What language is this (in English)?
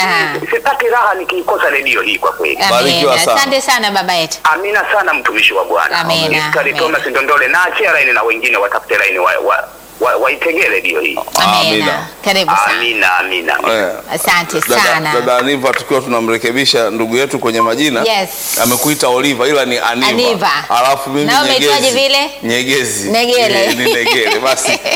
Swahili